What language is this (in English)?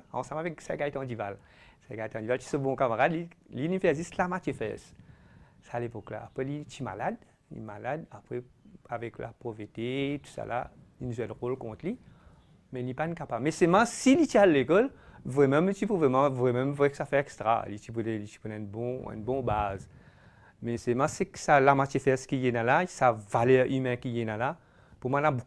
French